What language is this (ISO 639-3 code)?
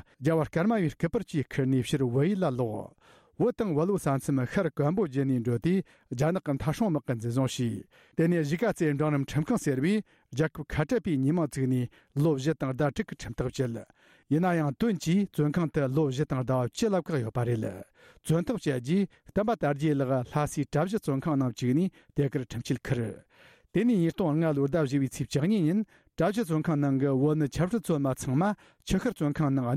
bod